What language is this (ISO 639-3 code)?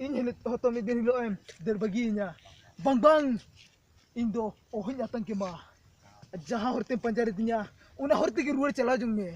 sat